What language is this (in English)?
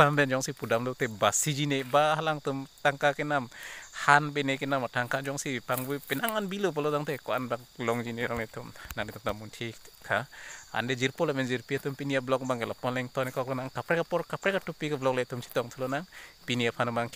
Karbi